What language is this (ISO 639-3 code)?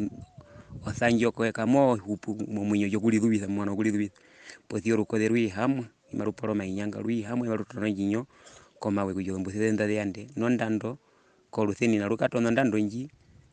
her